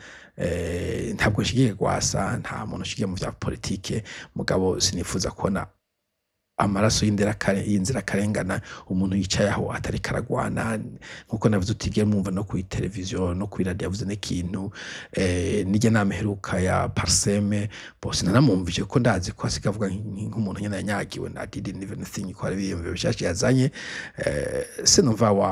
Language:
Rundi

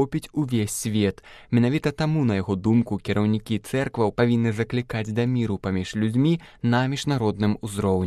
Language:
Belarusian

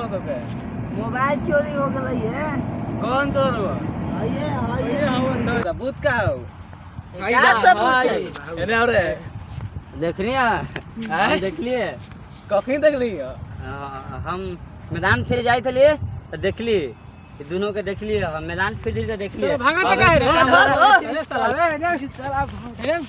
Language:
Magahi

